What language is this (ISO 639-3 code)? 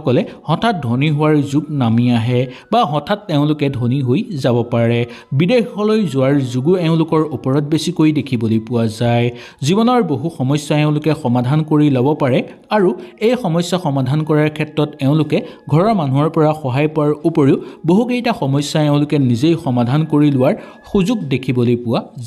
asm